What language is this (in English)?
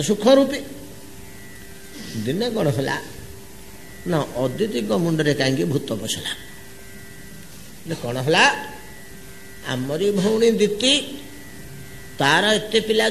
Odia